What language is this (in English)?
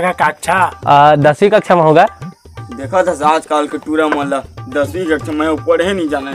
Chhattisgarhi